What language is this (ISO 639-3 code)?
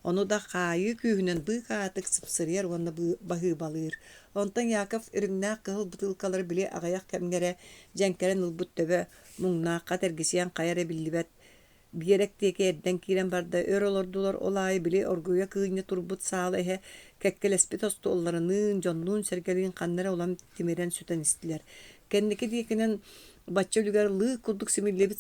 sah